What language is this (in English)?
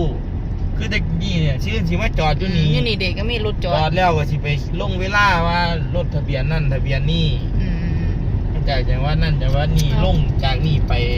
Lao